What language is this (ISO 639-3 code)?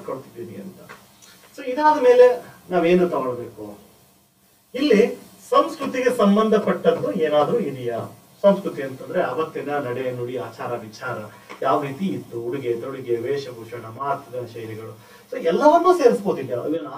kan